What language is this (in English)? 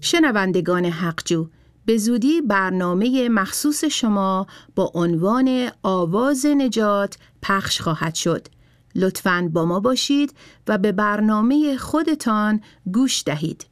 Persian